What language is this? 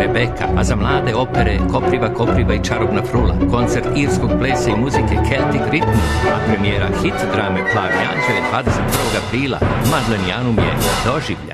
Serbian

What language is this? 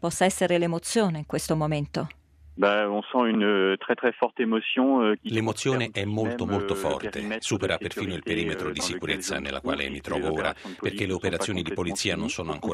Italian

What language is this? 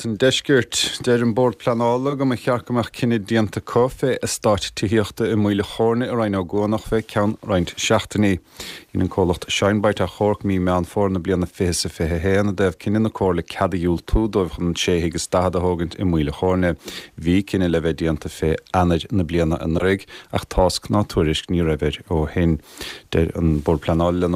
Irish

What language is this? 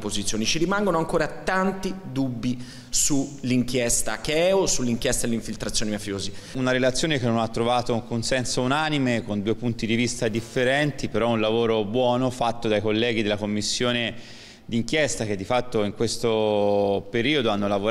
Italian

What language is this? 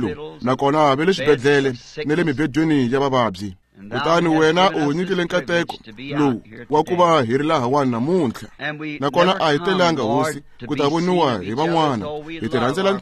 Tsonga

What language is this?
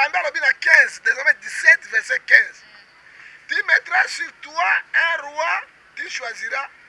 Lingala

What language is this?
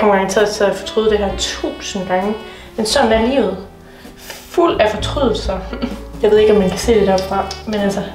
Danish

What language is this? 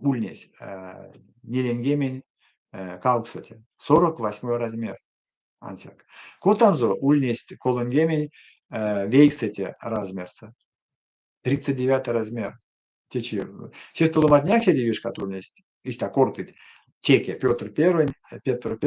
Erzya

